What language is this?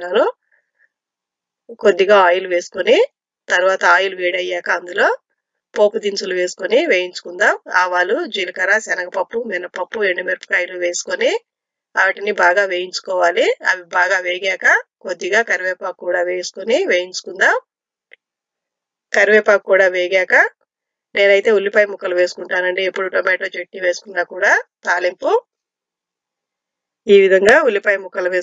Telugu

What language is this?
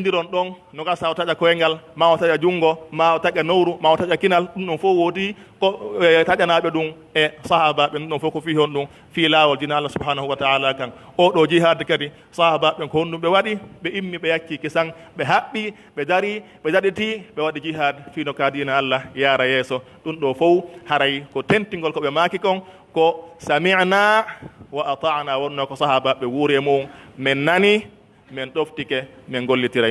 Pular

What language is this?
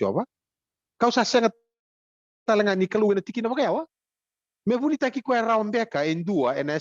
Fijian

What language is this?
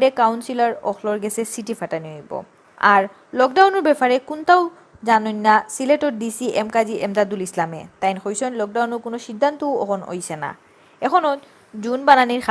Sylheti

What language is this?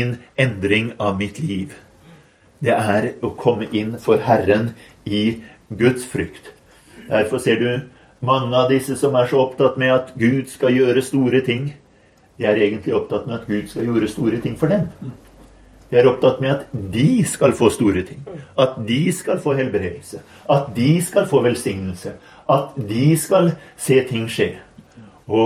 Norwegian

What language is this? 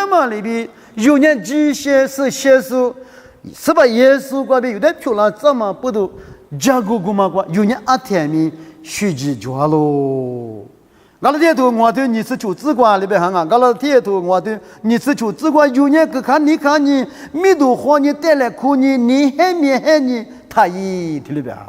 Lisu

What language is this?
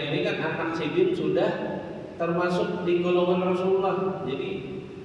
Banjar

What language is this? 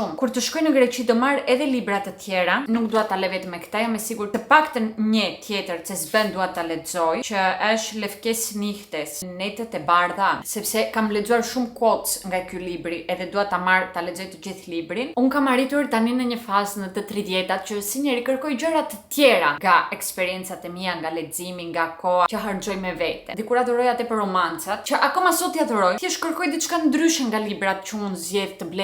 Albanian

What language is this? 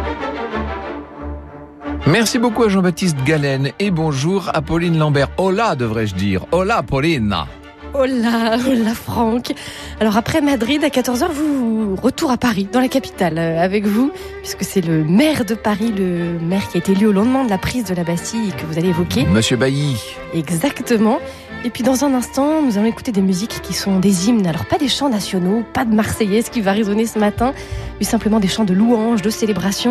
French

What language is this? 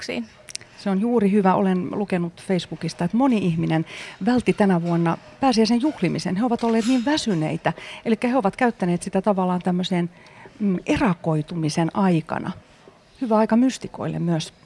Finnish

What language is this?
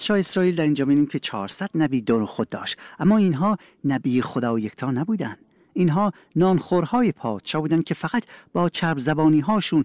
Persian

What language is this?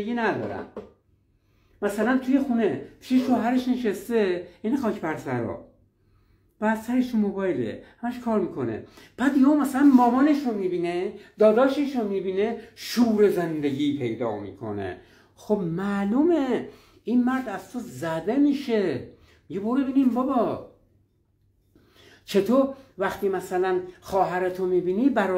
Persian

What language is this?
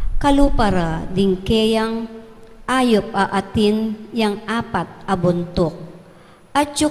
Pampanga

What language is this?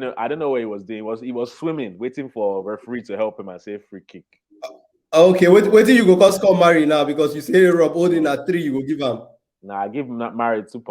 Nigerian Pidgin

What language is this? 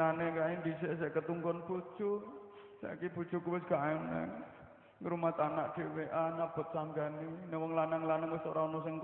Javanese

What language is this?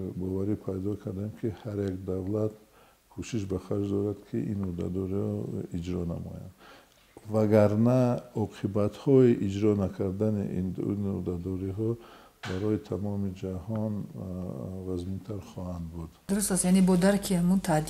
Tajik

